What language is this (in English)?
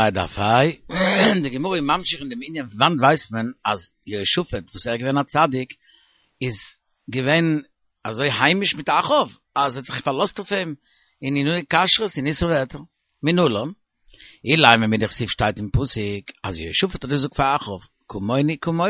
Yiddish